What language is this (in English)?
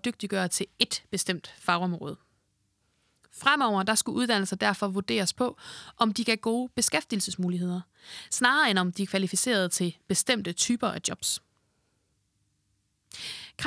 Danish